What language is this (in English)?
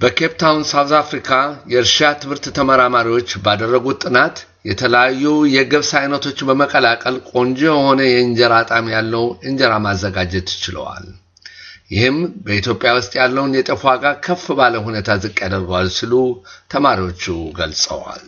Amharic